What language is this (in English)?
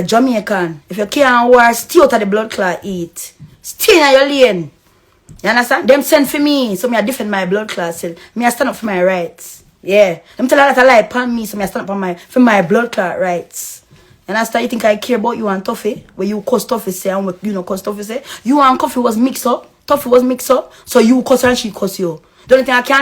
Jamaican Creole English